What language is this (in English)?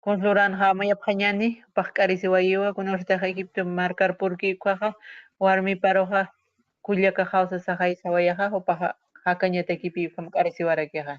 Aymara